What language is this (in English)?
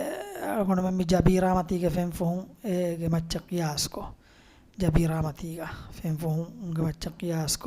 Divehi